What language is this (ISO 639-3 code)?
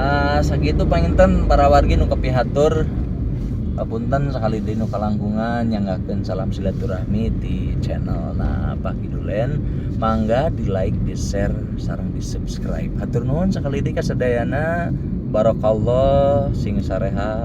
sun